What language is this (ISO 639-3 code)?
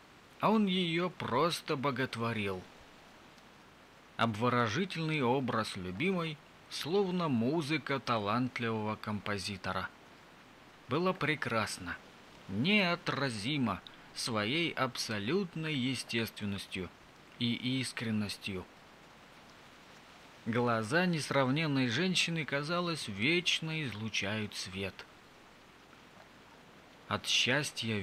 rus